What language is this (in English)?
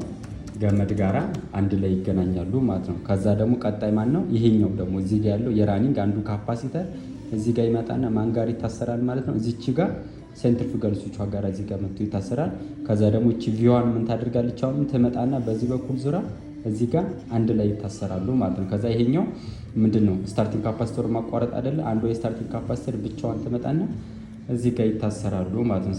Amharic